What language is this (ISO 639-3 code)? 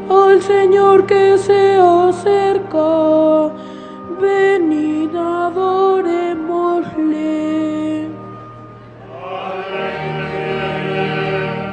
spa